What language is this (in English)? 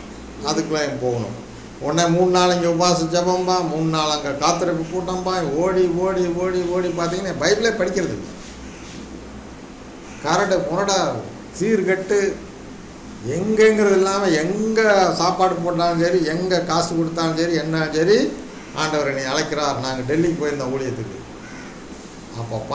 Tamil